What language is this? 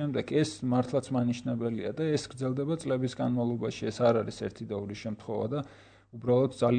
Georgian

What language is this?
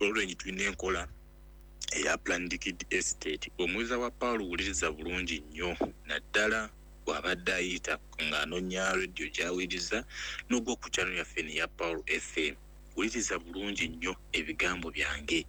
Ganda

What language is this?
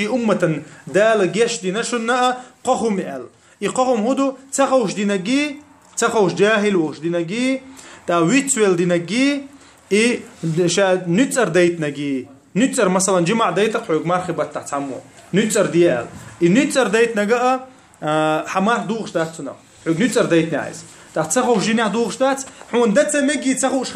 Chechen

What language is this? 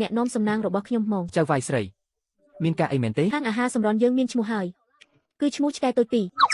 Khmer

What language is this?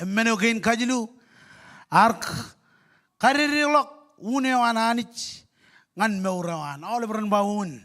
Marshallese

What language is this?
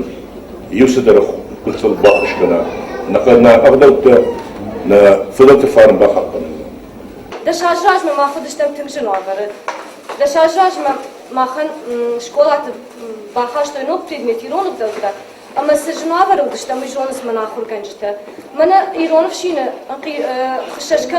Ossetic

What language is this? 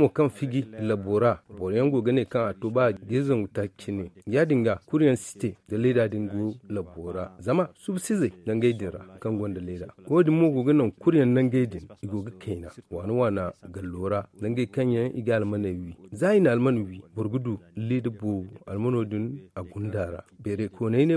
Zarma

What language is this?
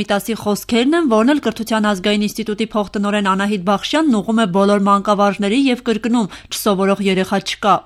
Armenian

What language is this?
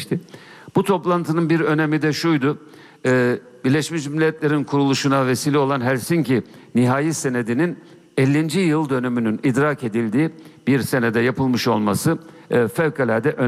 Turkish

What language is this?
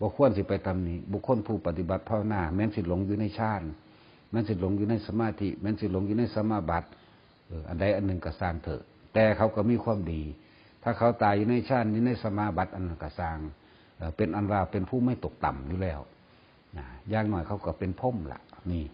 Northeastern Thai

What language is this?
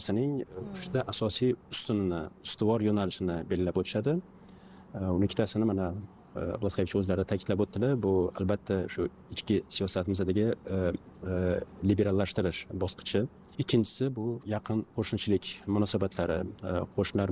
Uzbek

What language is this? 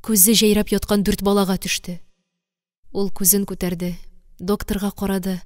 Tatar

